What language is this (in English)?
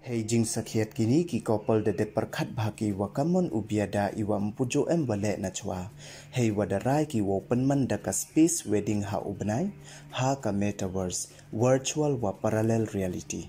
Pnar